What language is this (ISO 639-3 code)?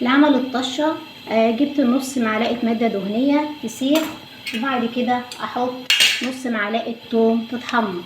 arz